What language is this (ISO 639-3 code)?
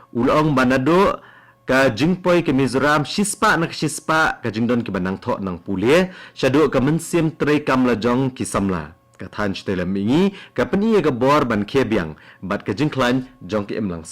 kha